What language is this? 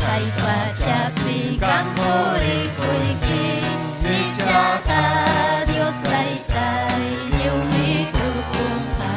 Ayacucho Quechua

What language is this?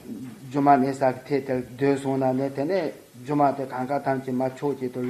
Tibetan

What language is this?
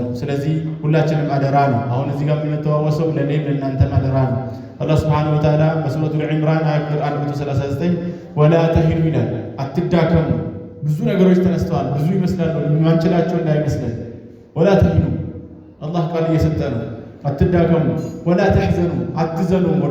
Amharic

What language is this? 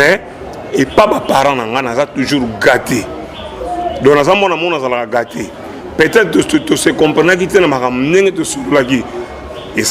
Lingala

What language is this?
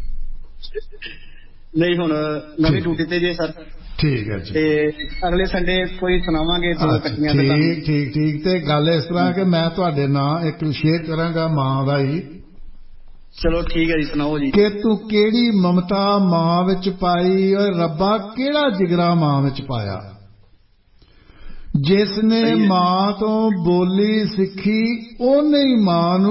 Punjabi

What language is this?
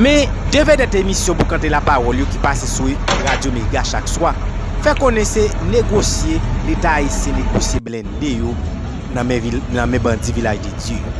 Haitian Creole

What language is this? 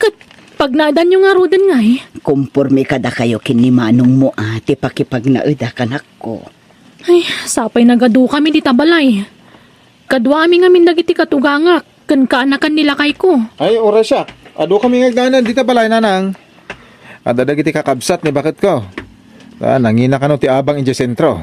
Iloko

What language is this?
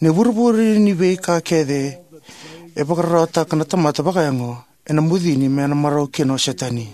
Fijian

